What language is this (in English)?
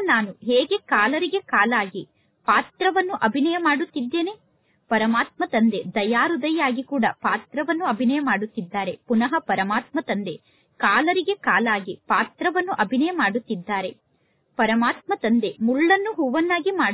Kannada